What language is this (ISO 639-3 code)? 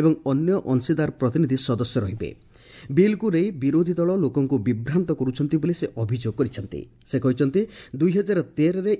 ori